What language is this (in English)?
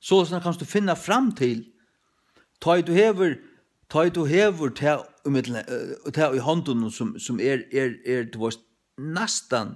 Faroese